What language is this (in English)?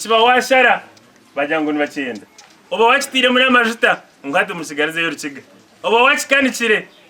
Nyankole